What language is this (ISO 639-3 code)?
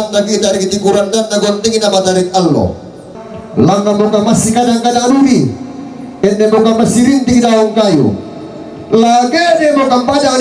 sda